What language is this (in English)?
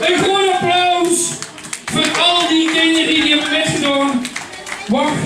Limburgish